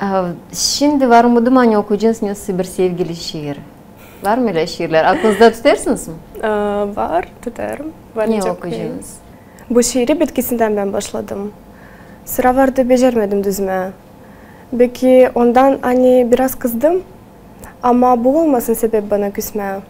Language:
Gagauz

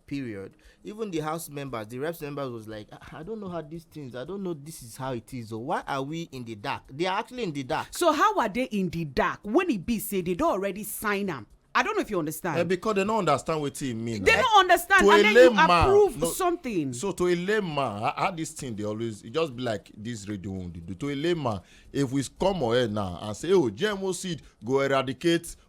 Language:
Nigerian Pidgin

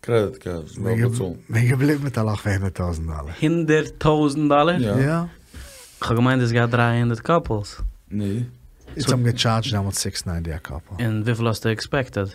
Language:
Yiddish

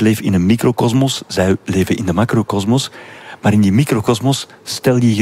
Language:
Dutch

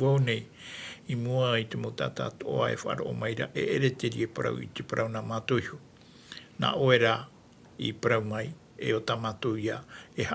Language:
Tahitian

